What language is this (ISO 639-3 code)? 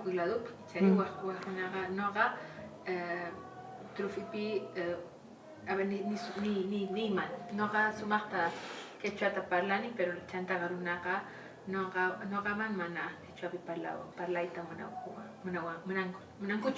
que